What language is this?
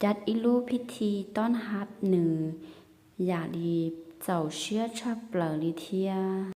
Hmong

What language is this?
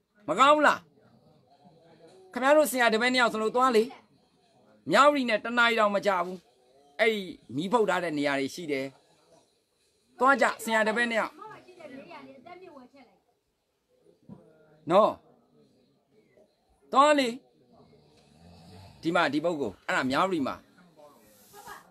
Burmese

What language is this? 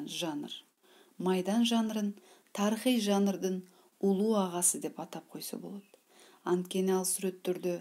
Kyrgyz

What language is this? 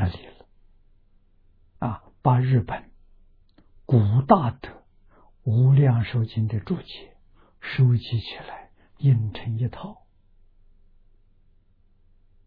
Chinese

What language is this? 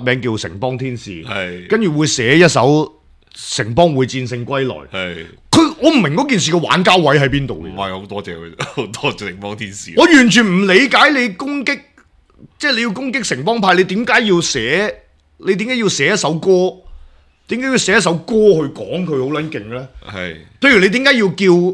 Cantonese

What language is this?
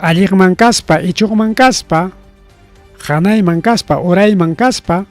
Ayacucho Quechua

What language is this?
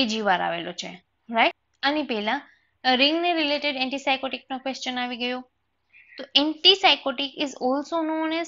Gujarati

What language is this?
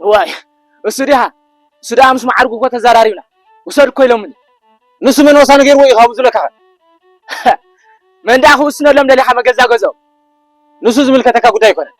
Tigrinya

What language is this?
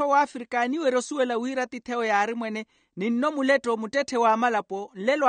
Makhuwa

